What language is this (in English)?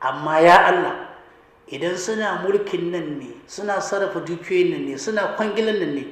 Hausa